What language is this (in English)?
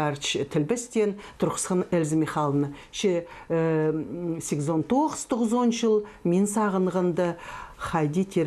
Khakas